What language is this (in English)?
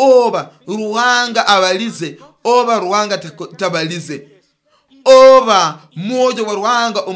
Nyoro